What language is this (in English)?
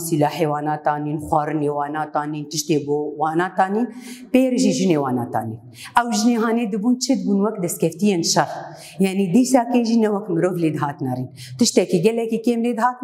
Kurdish